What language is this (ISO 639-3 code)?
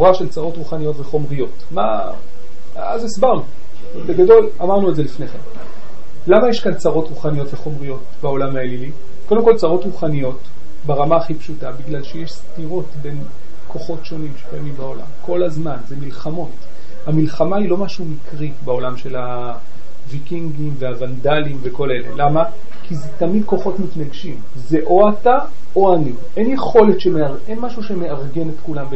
heb